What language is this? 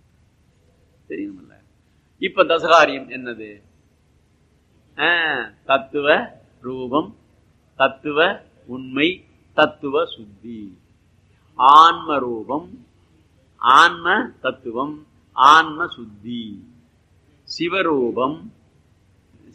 Tamil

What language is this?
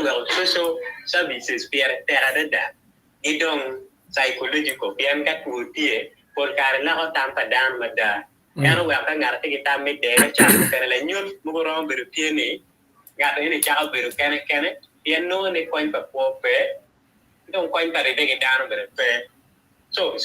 Acoli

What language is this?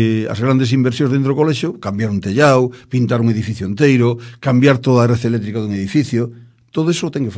Galician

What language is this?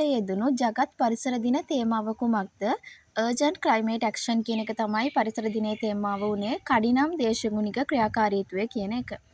Sinhala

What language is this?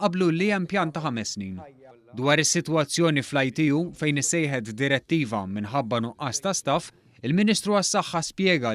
Maltese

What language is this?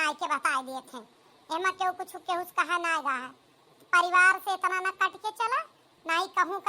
Awadhi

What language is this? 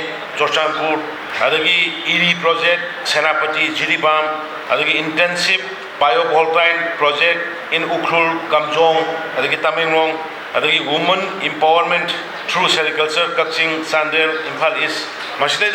Manipuri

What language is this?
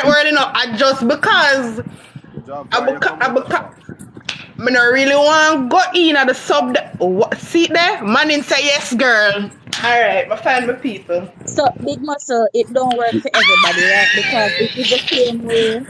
Jamaican Creole English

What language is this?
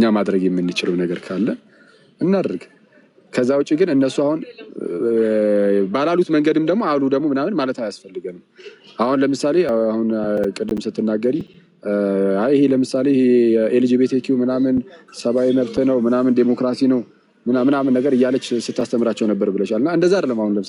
Amharic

